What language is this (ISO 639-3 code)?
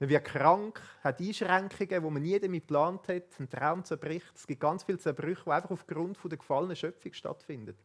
gsw